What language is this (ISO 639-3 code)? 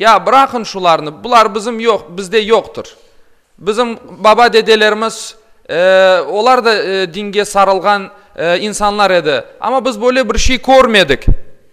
crh